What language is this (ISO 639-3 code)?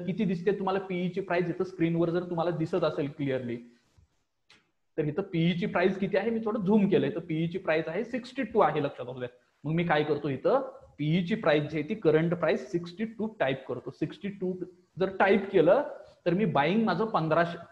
mar